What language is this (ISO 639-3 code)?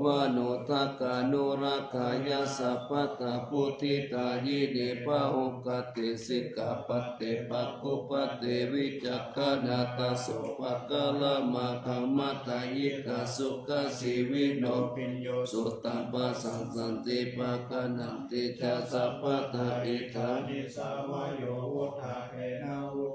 pli